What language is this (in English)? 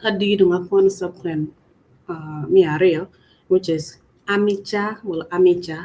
Acoli